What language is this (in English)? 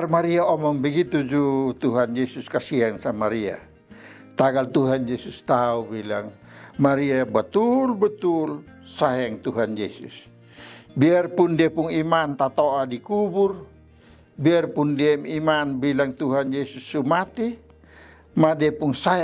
Kupang Malay